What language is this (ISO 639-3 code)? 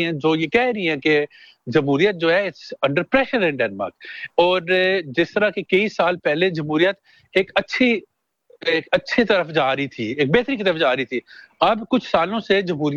urd